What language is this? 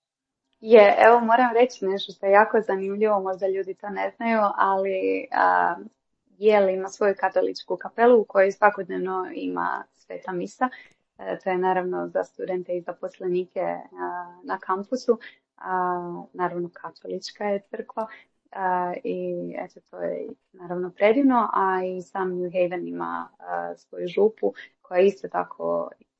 Croatian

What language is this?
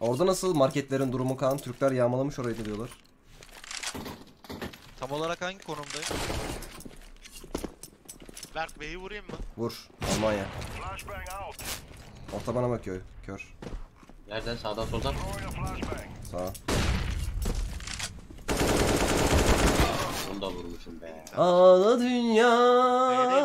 Turkish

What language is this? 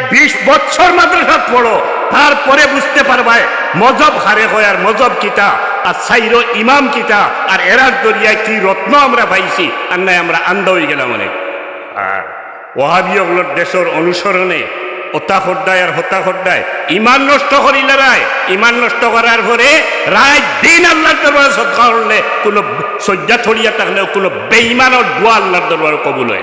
Sylheti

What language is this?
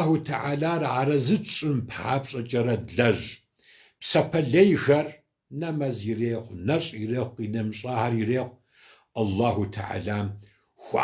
Kabardian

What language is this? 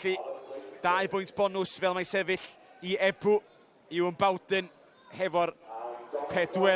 Welsh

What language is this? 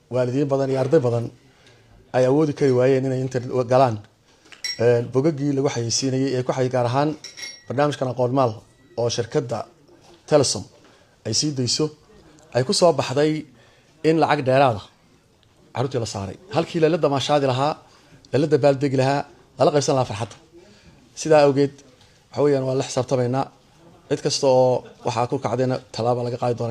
Somali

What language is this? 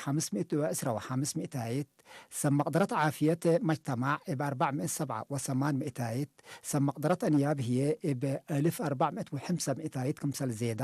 Tigre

